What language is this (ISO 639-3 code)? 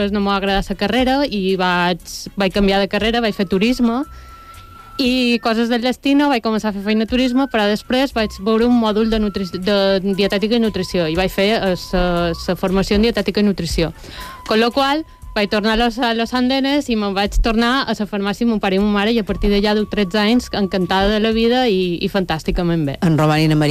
cat